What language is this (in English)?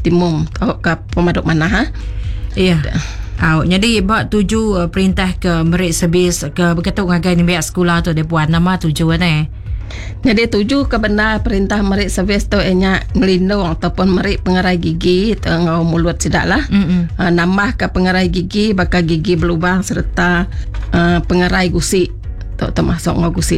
Iban